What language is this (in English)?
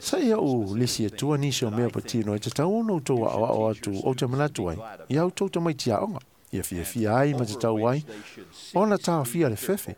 Samoan